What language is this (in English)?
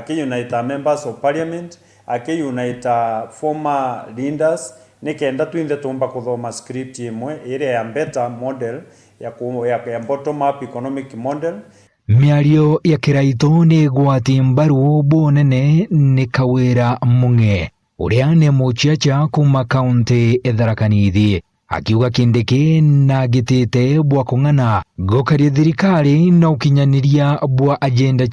Meru